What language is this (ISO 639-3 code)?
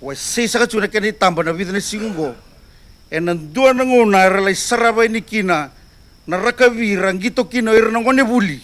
fij